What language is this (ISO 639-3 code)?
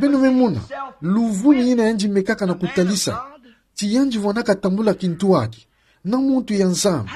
ktu